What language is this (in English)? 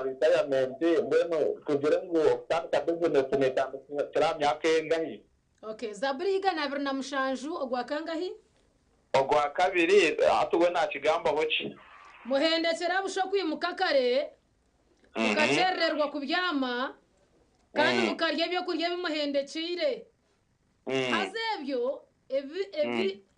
Nyankole